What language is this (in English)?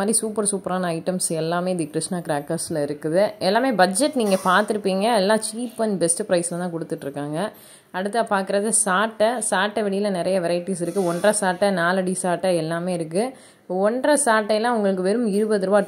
Tamil